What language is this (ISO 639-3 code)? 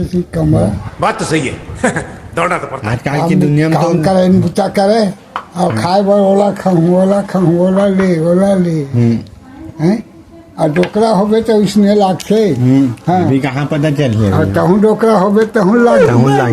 hne